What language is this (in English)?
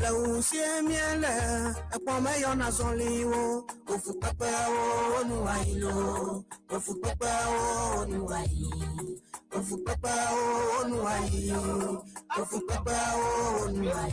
Ewe